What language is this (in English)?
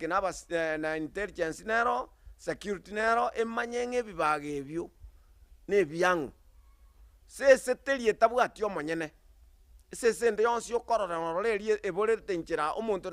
Gusii